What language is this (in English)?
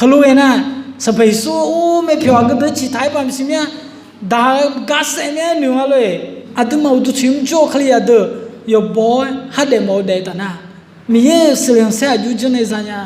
Akha